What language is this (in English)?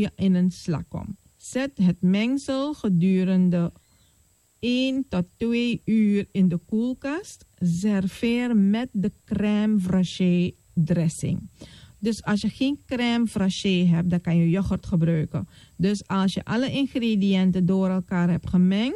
Dutch